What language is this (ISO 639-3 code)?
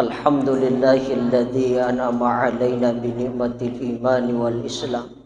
bug